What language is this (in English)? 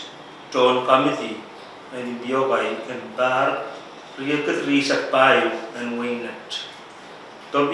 Pohnpeian